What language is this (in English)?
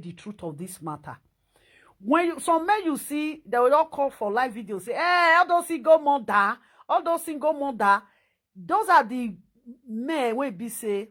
Nigerian Pidgin